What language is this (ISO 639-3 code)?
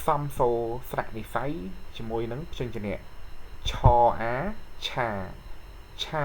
khm